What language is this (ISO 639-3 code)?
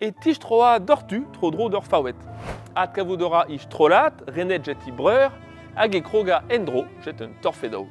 bre